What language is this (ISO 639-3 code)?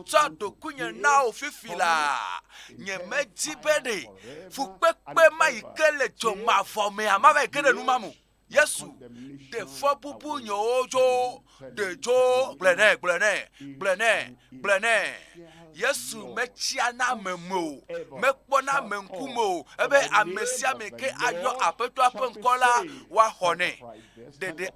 ewe